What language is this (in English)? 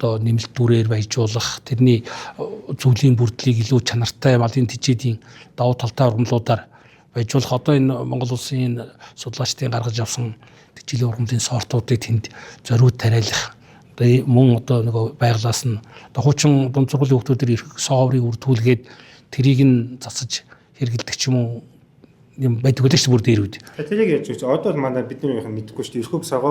Mongolian